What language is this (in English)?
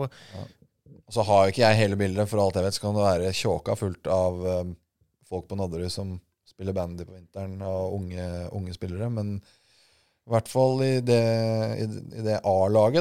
Norwegian